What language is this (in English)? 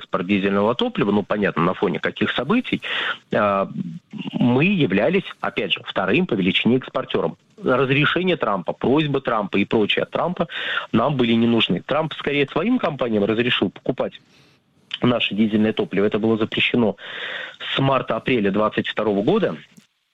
Russian